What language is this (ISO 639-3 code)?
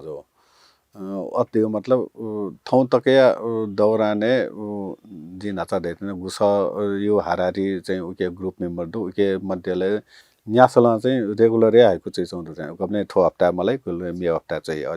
new